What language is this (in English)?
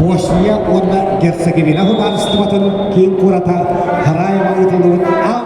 Yakut